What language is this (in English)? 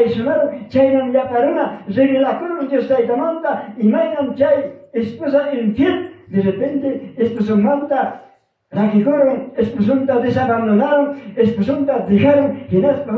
Ayacucho Quechua